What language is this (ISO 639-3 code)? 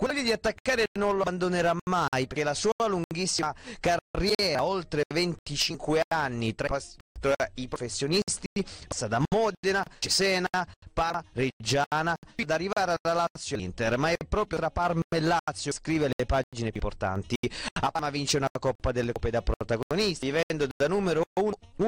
ita